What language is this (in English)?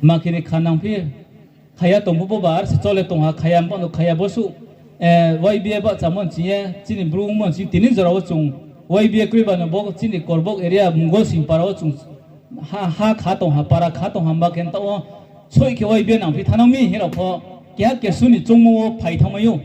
Riang (India)